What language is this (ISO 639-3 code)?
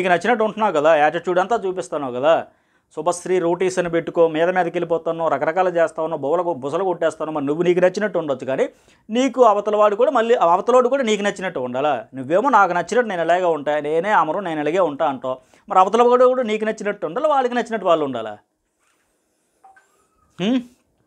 tel